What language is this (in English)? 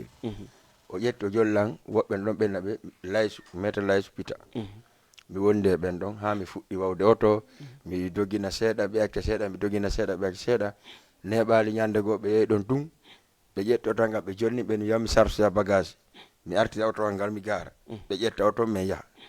Fula